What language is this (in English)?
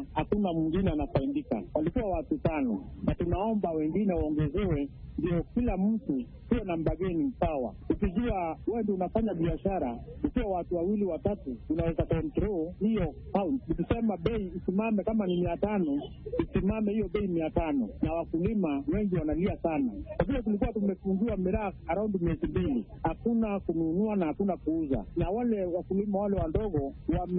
Swahili